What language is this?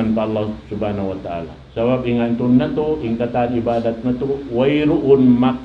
Tausug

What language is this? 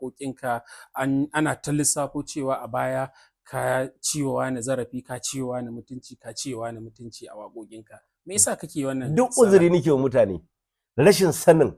Hausa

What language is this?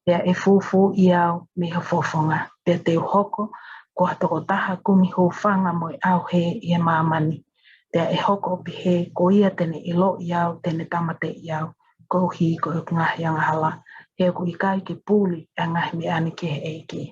Tongan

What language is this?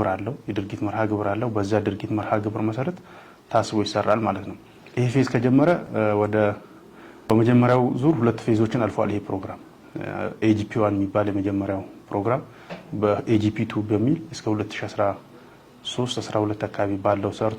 Amharic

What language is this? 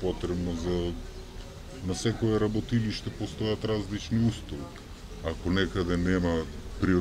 Macedonian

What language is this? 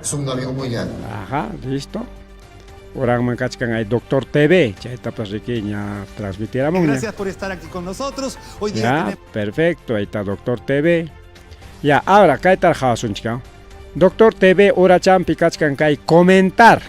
Ayacucho Quechua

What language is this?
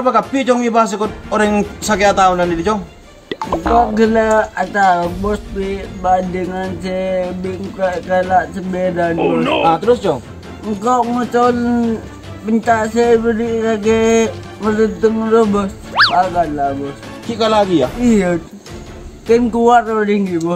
Madurese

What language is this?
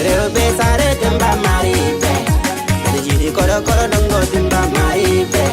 Fula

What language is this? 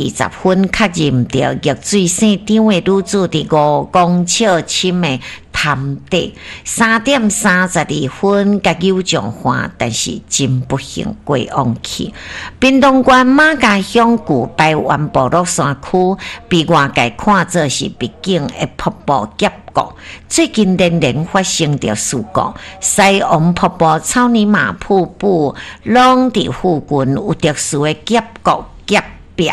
Min Nan Chinese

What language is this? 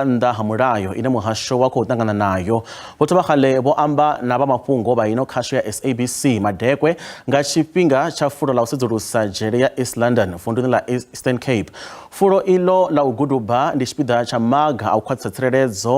Venda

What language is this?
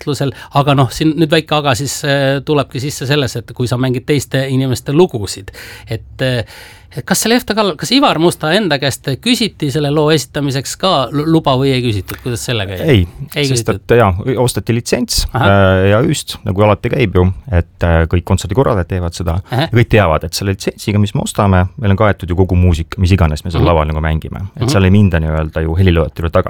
Estonian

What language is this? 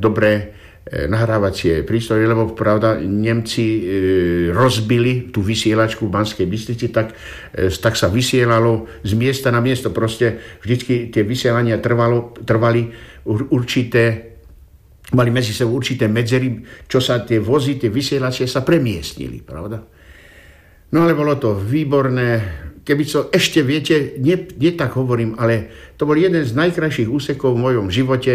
Slovak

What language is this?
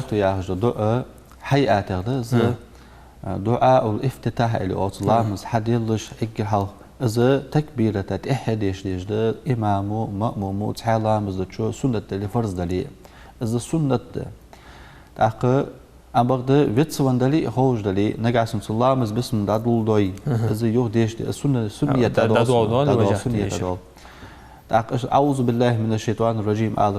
Ingush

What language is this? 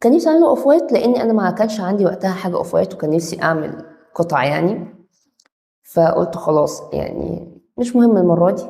Egyptian Arabic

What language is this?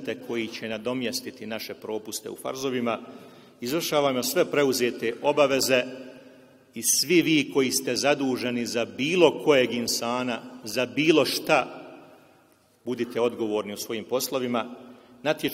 Bosnian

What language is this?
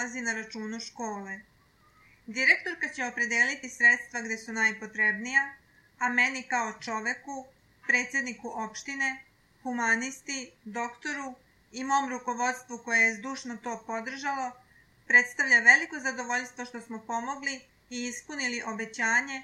Serbian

